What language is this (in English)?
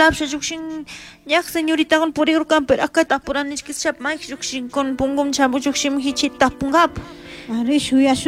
Chimborazo Highland Quichua